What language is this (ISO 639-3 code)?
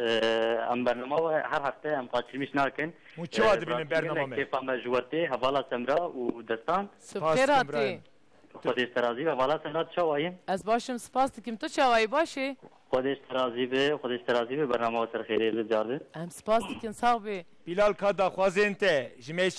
kur